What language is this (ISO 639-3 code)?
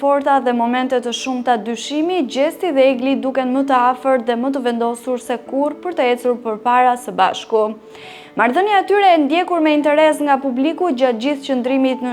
sqi